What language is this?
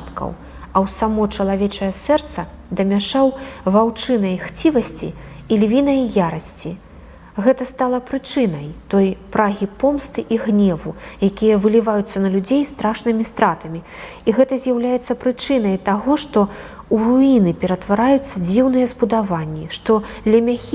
Belarusian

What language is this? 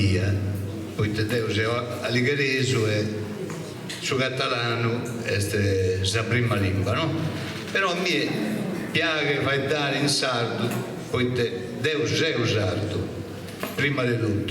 Sardinian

